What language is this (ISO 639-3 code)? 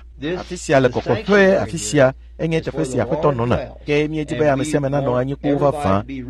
ewe